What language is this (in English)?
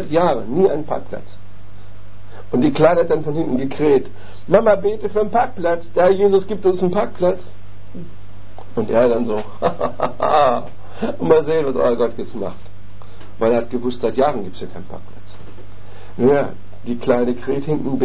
German